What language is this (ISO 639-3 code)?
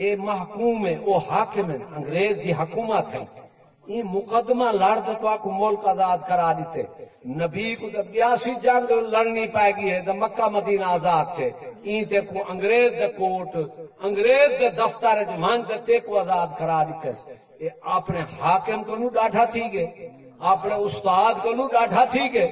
skr